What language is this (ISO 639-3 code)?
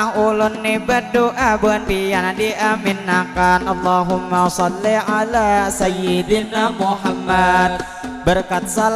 bjn